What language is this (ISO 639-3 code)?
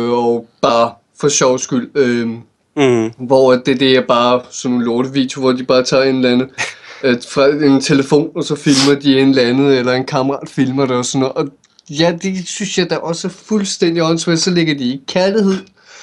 dan